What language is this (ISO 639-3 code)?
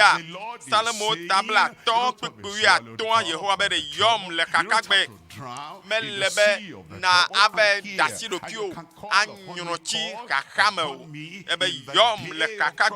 ewe